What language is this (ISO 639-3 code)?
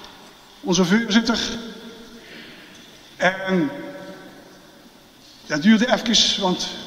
nld